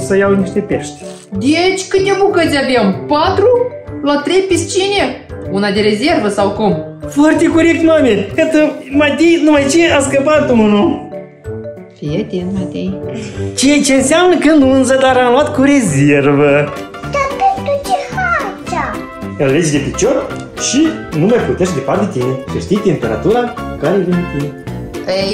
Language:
Romanian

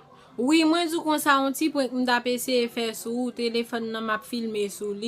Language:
Haitian Creole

